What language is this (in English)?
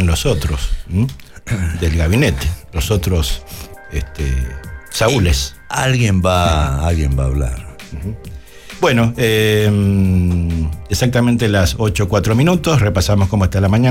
Spanish